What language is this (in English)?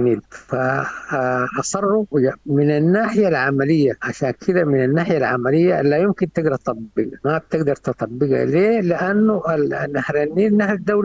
Sudanese Arabic